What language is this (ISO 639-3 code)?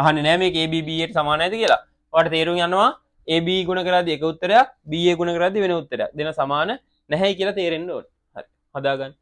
sin